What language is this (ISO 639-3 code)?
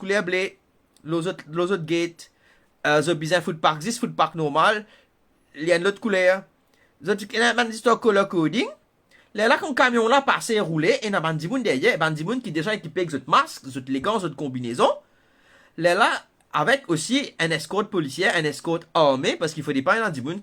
mfe